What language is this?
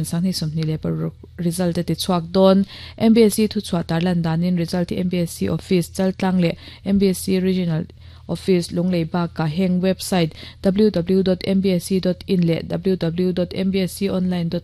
Mizo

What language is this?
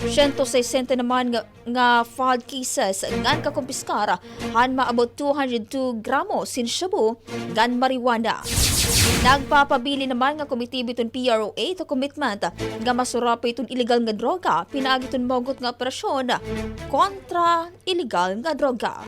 Waray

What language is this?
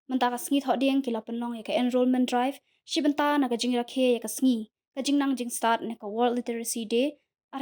Khasi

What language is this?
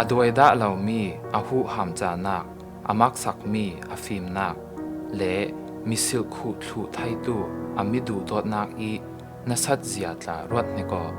Falam Chin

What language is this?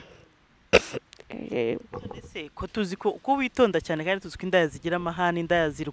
Kinyarwanda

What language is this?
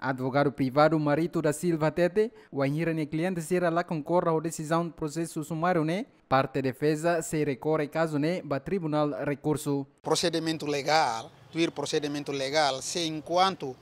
Tetum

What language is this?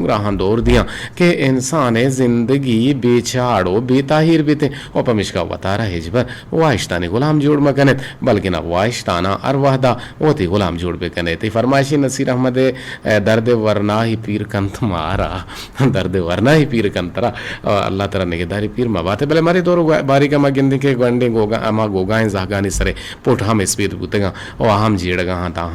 Eastern Balochi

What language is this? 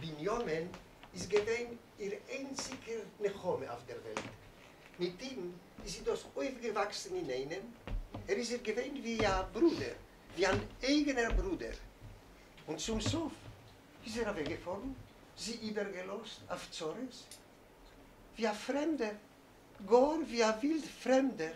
Yiddish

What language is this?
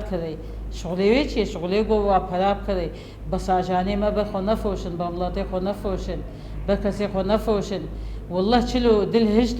Kurdish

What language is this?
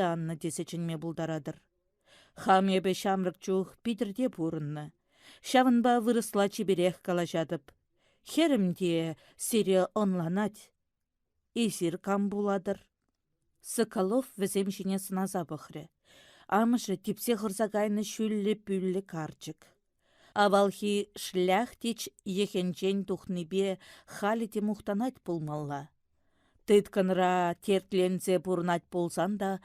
Chuvash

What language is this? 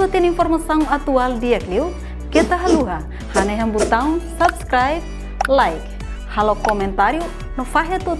Tetum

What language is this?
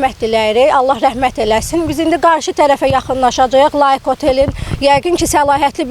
Azerbaijani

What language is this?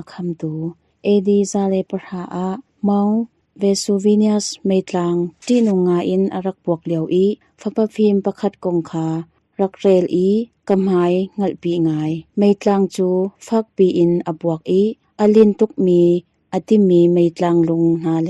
Hakha Chin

